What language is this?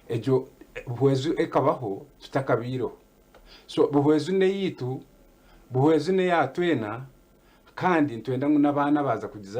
Nyankole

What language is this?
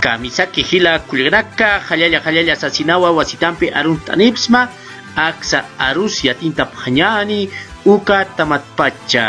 Aymara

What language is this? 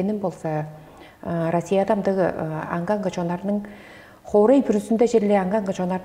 Tuvinian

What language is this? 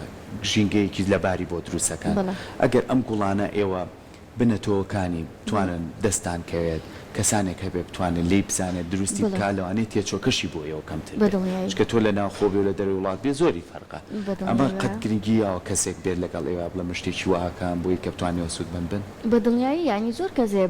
Central Kurdish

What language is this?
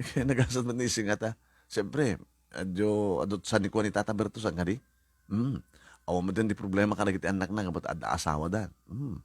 Iloko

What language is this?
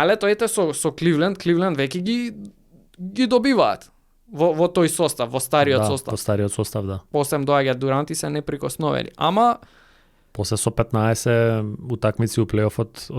Macedonian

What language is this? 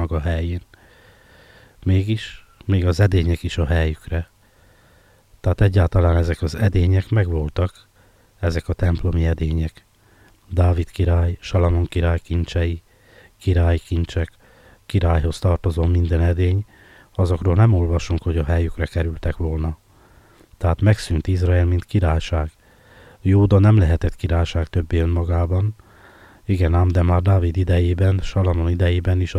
Hungarian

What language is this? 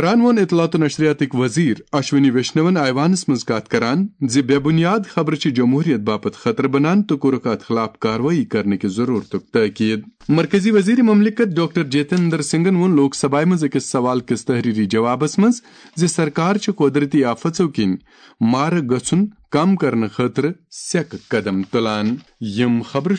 Kashmiri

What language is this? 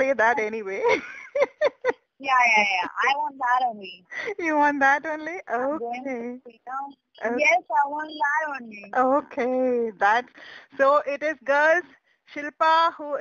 English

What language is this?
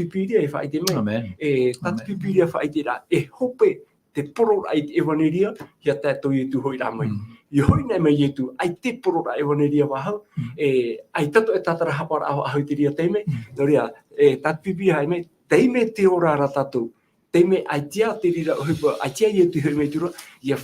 Tahitian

